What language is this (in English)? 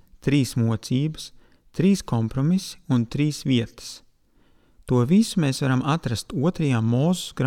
Latvian